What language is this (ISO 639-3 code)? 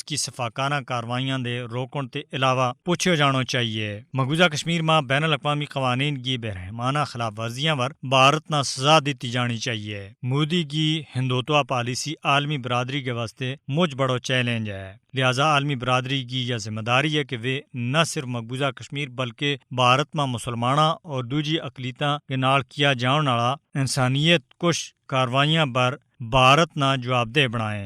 gju